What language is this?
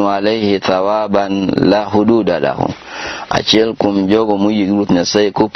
Luo (Kenya and Tanzania)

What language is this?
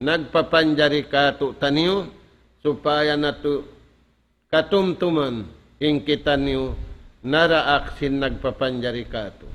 Tausug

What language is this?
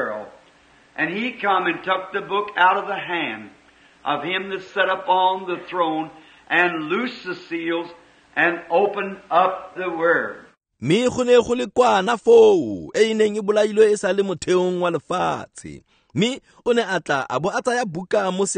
Tswana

